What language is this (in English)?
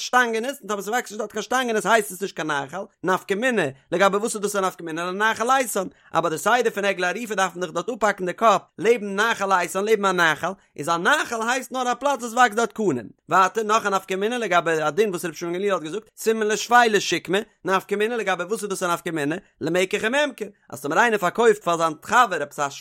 Yiddish